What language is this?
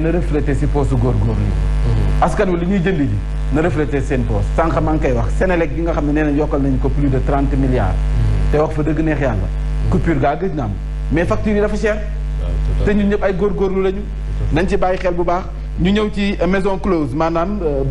Wolof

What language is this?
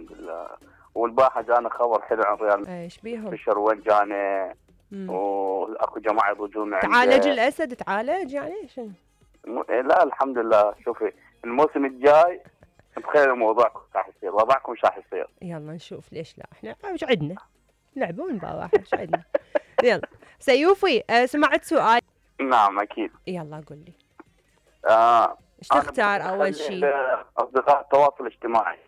Mesopotamian Arabic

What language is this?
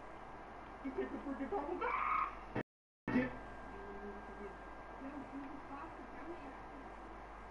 English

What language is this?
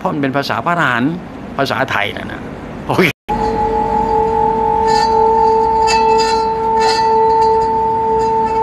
Thai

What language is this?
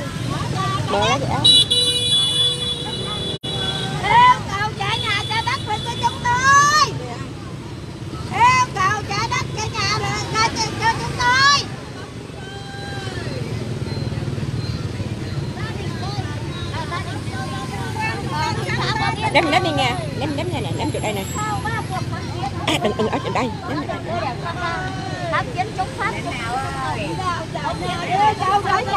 Vietnamese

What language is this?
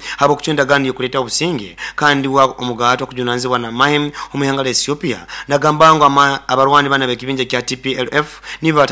Nyoro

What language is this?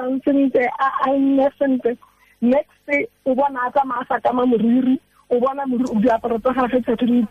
Tswana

